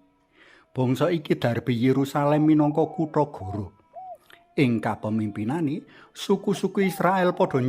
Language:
Javanese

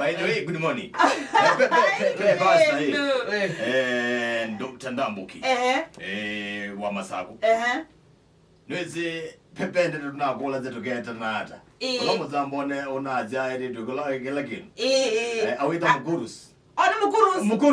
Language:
Kamba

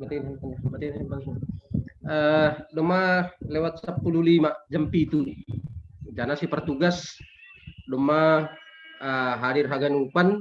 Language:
Batak Simalungun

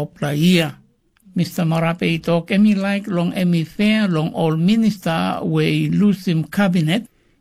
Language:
Tok Pisin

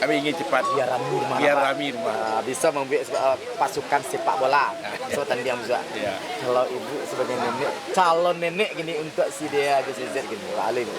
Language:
Minangkabau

